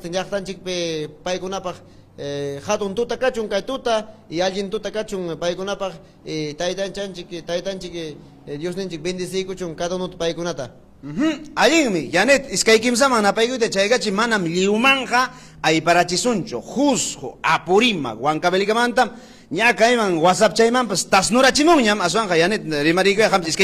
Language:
Ayacucho Quechua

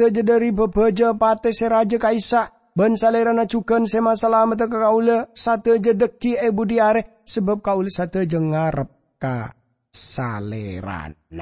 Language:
Madurese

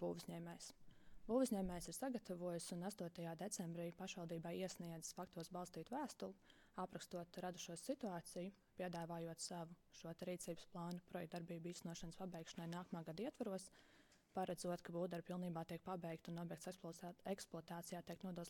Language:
Latvian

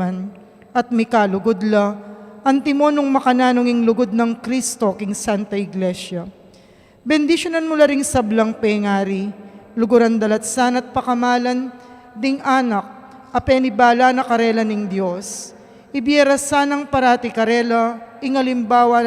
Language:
Pampanga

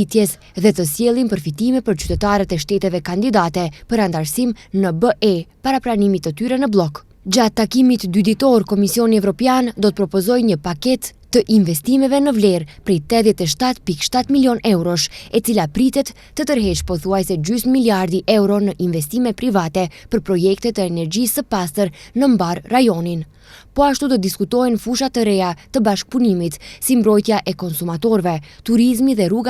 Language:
Albanian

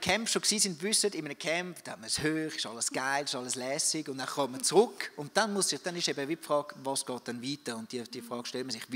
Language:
Swiss German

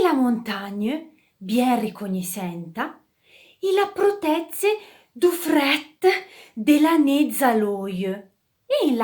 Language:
Arpitan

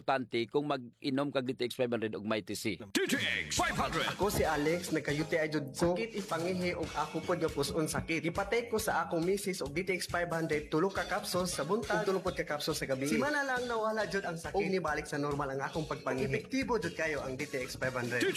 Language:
Cebuano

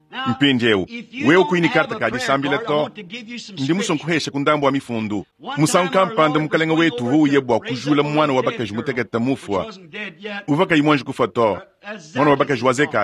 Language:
Luba-Lulua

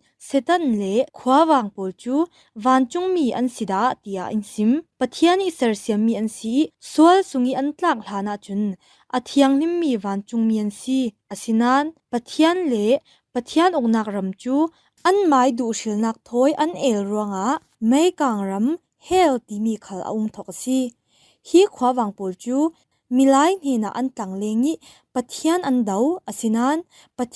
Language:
Falam Chin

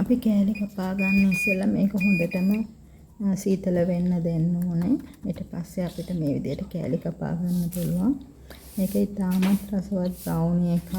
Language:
Sinhala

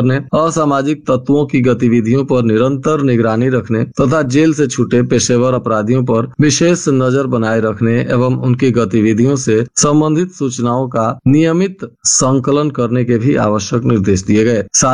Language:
Hindi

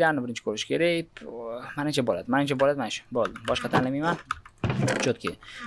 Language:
Uzbek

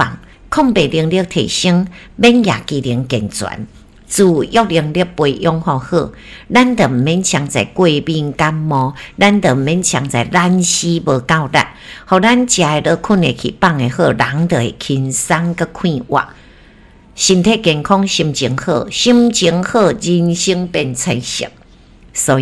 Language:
Min Nan Chinese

